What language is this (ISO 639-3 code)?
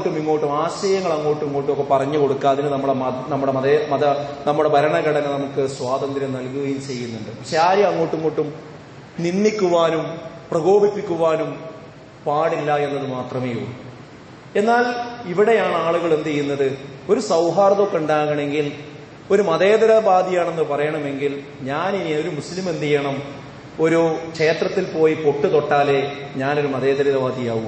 mal